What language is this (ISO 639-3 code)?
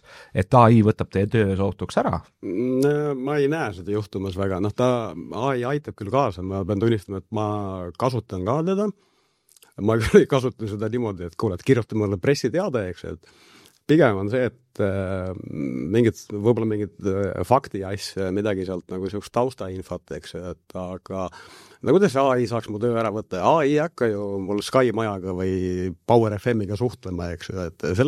est